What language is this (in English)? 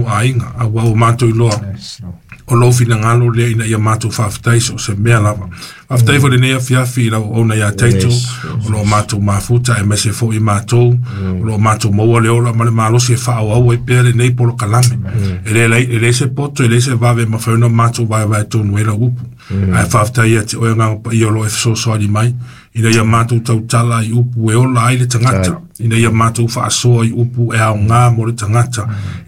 Samoan